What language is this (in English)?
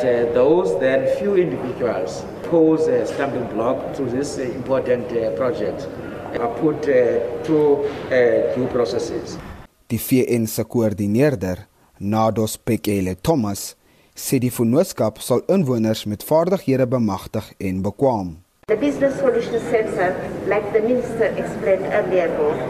Afrikaans